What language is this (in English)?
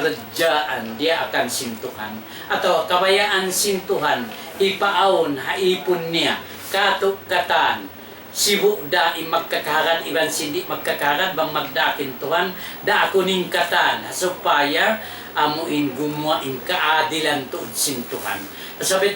Tausug